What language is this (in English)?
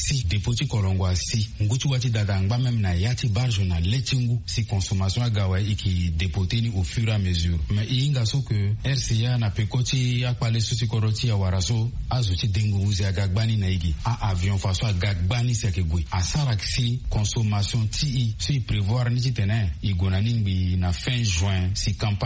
Sango